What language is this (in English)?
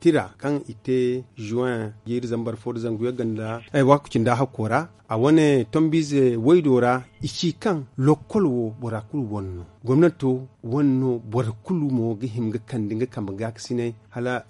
Zarma